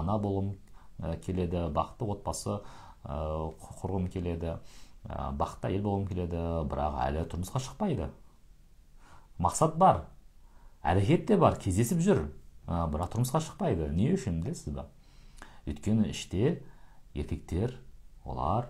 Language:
Kazakh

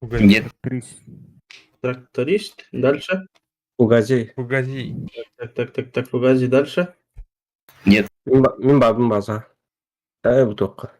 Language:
Yakut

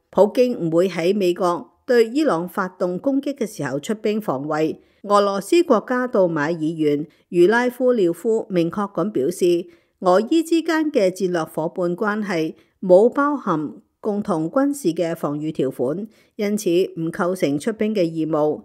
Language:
Cantonese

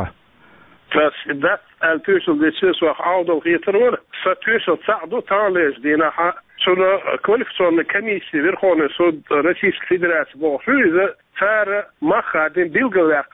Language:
Chechen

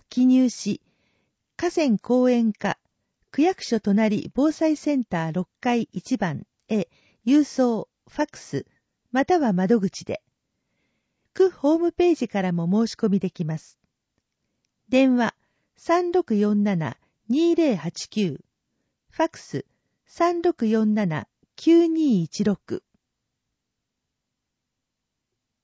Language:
Japanese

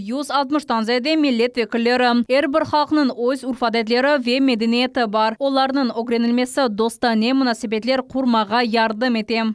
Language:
Crimean Tatar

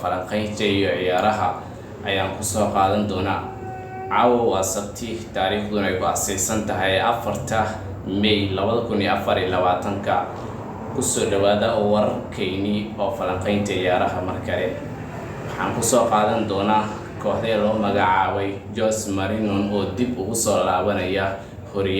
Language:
Somali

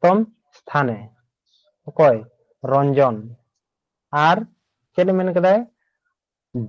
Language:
Santali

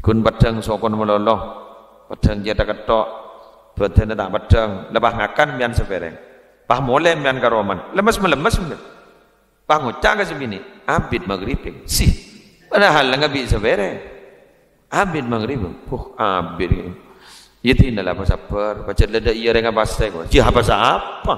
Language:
Madurese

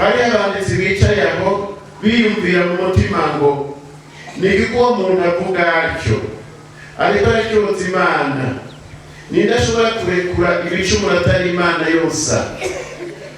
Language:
Rundi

